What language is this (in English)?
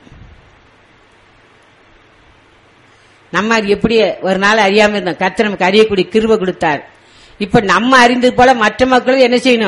Tamil